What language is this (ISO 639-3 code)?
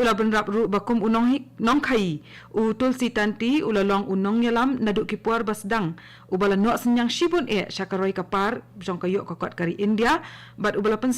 kha